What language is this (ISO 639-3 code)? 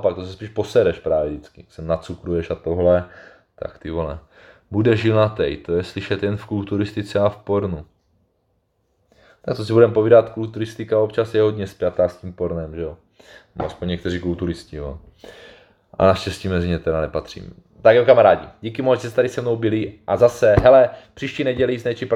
ces